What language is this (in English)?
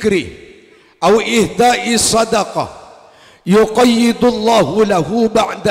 Madurese